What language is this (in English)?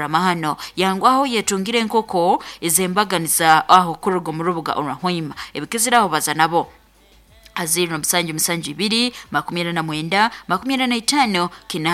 Nyankole